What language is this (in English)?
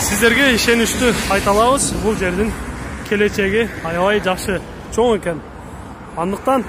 Kyrgyz